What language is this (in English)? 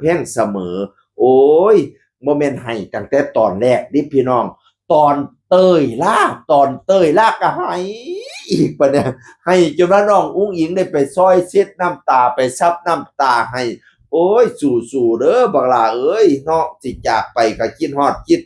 Northeastern Thai